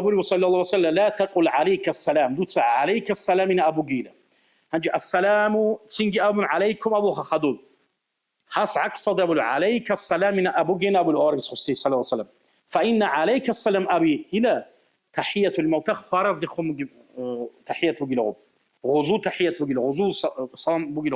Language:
Avaric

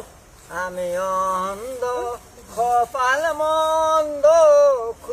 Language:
Sylheti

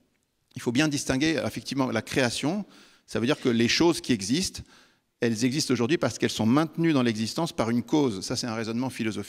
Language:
French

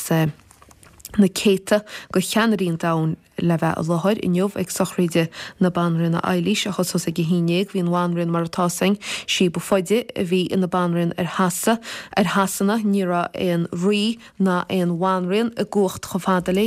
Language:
Irish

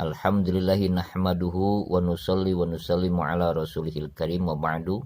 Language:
Sundanese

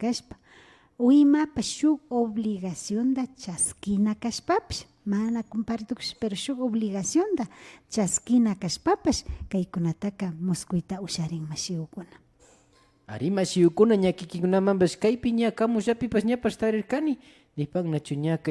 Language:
Imbabura Highland Quichua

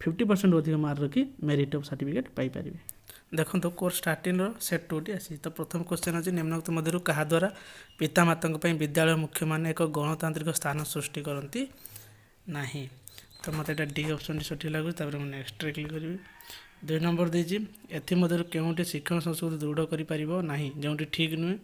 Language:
Odia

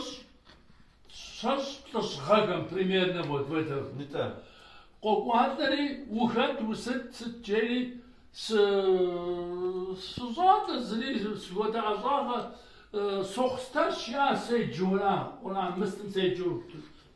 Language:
Kabardian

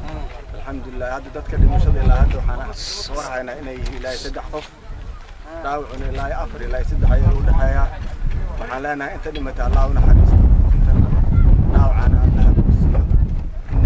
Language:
Somali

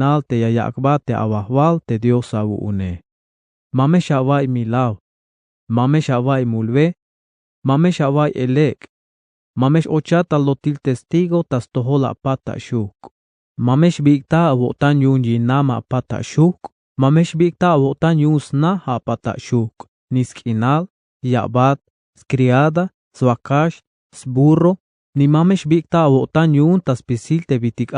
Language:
Tzeltal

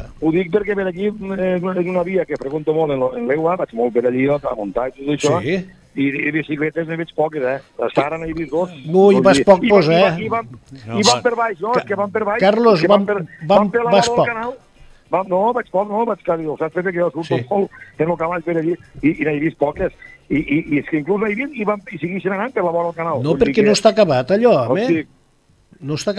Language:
Catalan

